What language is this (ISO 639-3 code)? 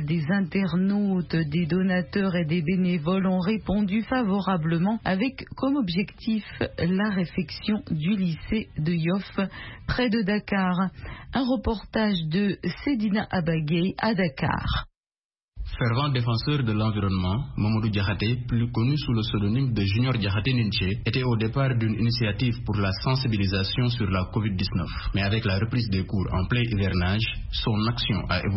fra